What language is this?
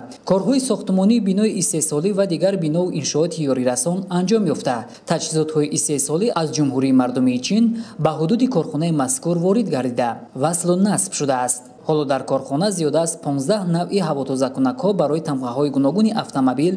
Tajik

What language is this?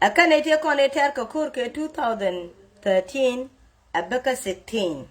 Nuer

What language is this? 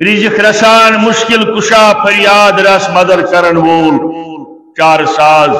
Kashmiri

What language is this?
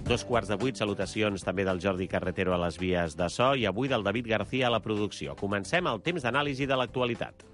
Catalan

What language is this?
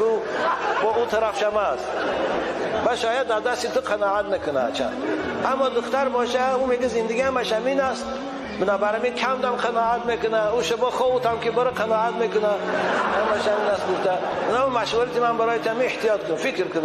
Tajik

